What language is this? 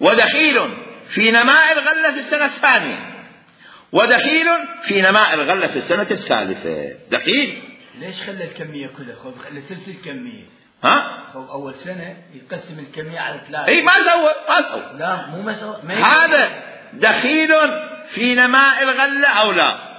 Mesopotamian Arabic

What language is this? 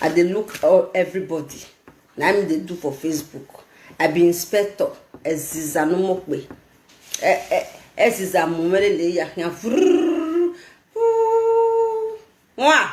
Nigerian Pidgin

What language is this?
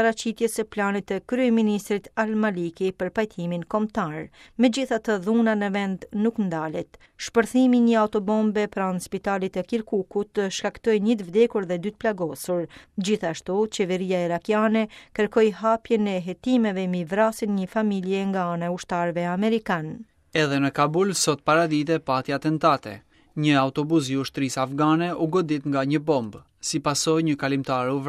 Albanian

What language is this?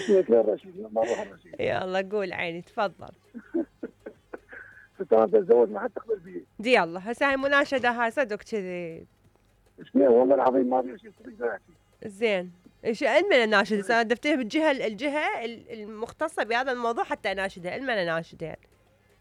Mesopotamian Arabic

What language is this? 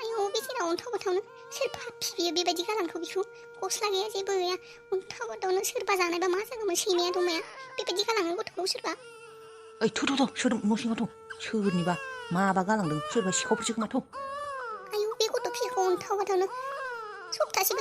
Bodo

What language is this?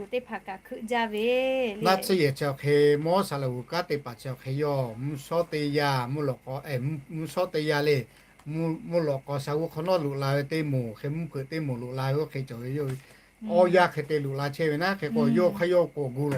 Lahu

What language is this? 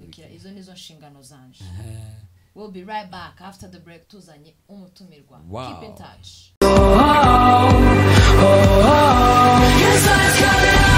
Kinyarwanda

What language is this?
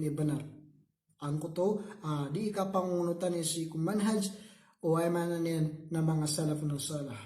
Maranao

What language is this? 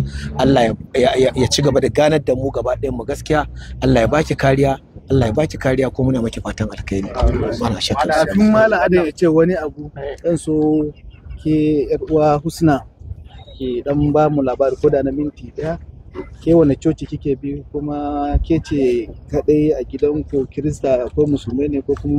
Hausa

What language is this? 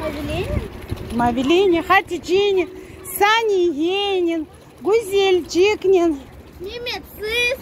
Crimean Tatar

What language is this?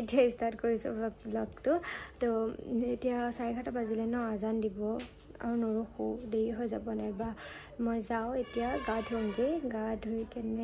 Assamese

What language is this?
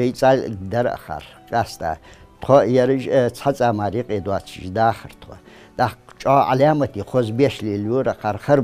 Ingush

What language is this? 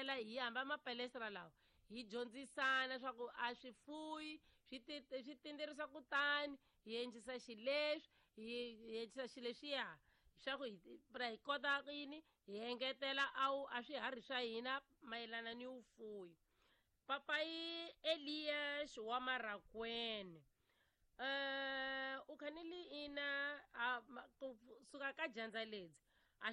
Tsonga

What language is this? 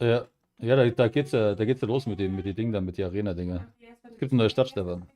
Bavarian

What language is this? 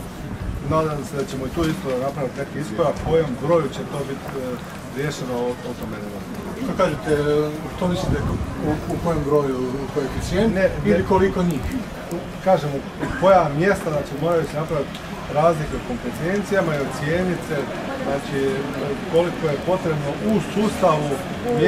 Croatian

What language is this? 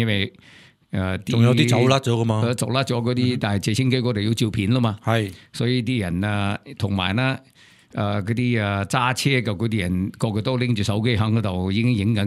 Cantonese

